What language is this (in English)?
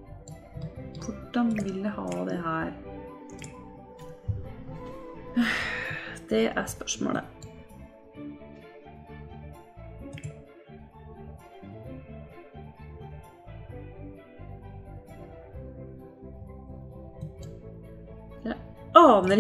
Norwegian